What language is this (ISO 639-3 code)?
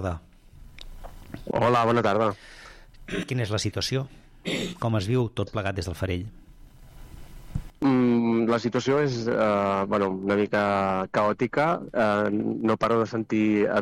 cat